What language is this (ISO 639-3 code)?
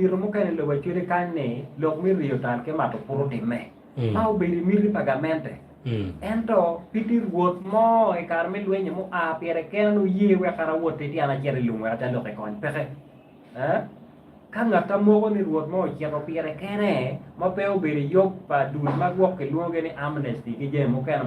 ach